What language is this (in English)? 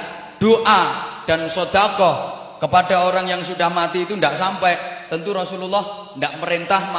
Javanese